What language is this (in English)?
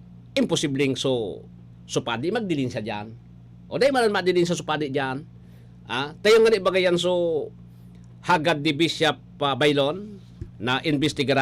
Bikol